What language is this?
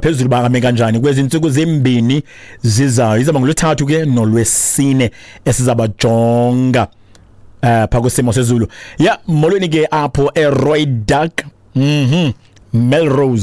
Xhosa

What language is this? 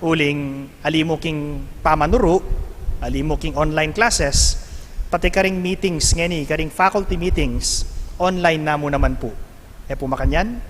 Pampanga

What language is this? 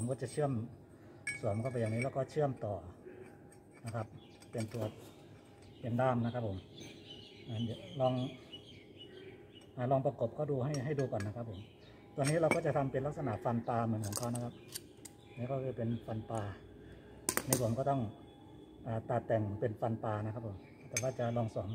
Thai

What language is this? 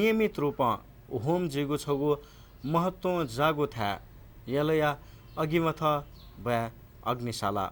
Newari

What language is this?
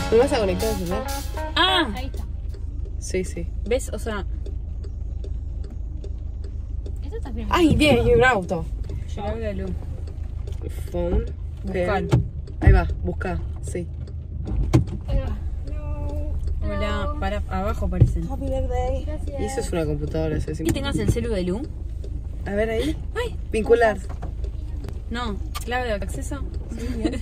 Spanish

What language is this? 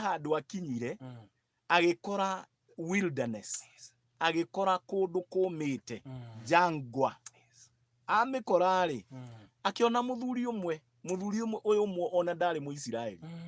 Kikuyu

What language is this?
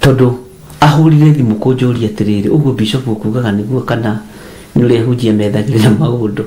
Kikuyu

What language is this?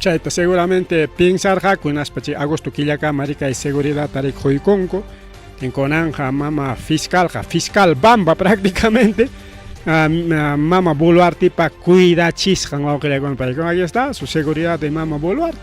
Ayacucho Quechua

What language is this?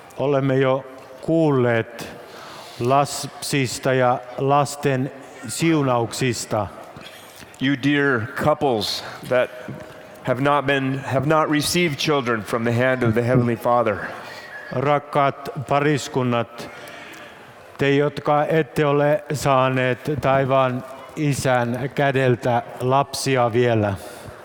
Finnish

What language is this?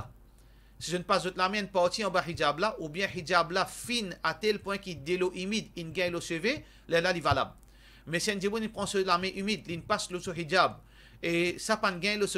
Morisyen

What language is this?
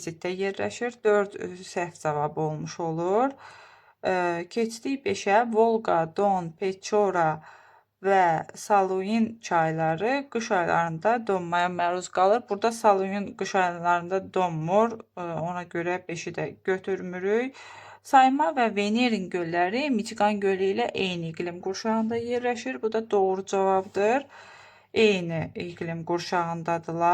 Azerbaijani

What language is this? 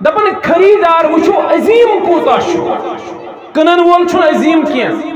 Kashmiri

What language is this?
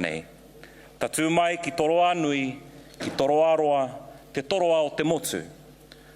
Māori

